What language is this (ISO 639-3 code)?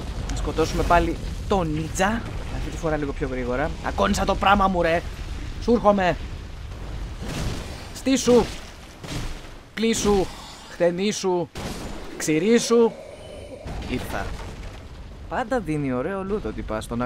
ell